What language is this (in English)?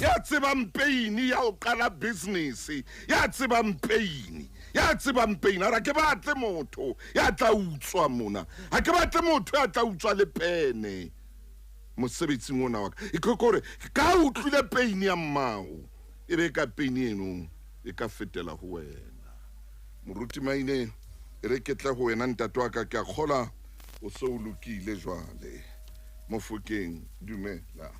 Southern Sotho